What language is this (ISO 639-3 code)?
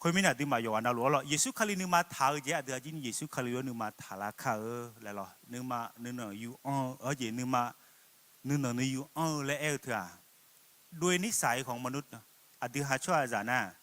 ahk